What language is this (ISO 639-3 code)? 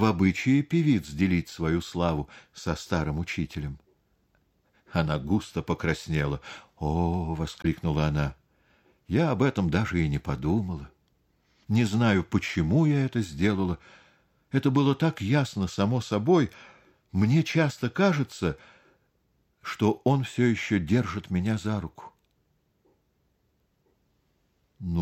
rus